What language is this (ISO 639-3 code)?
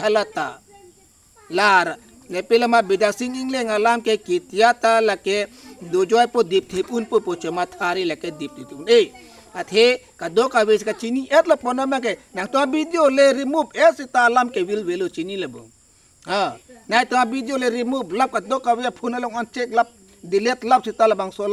mjw